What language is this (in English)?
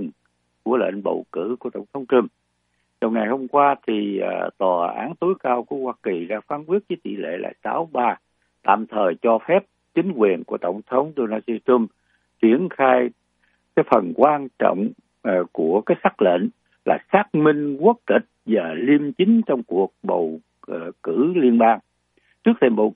Vietnamese